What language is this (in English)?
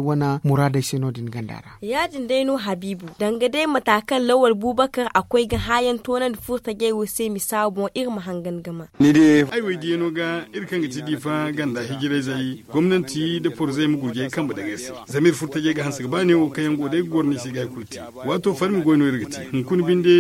Zarma